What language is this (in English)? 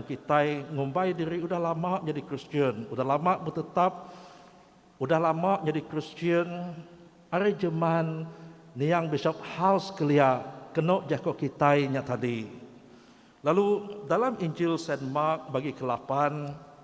Iban